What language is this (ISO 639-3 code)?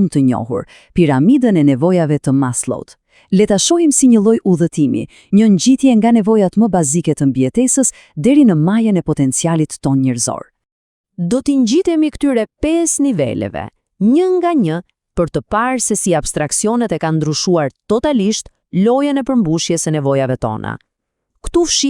sqi